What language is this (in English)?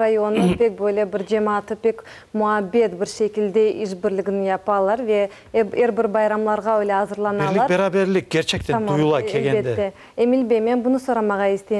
Crimean Tatar